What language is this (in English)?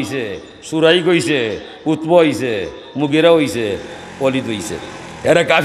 Sylheti